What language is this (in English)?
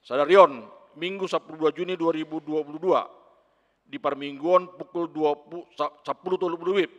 Batak Toba